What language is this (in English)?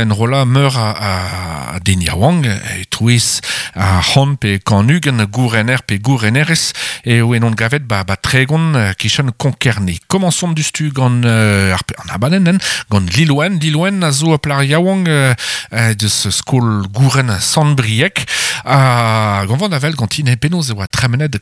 Breton